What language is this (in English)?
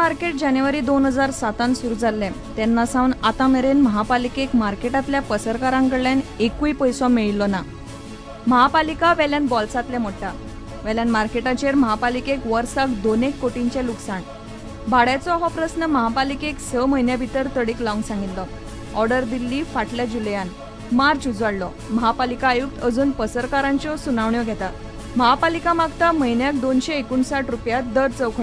Konkani